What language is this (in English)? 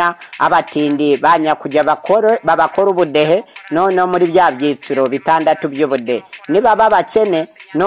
Kinyarwanda